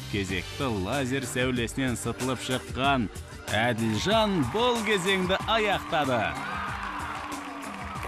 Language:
Kazakh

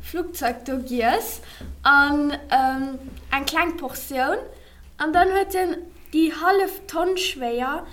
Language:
Luxembourgish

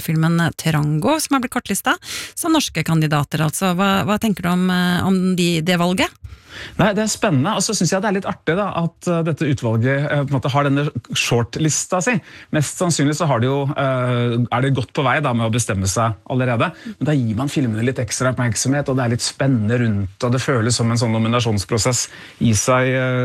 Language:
Norwegian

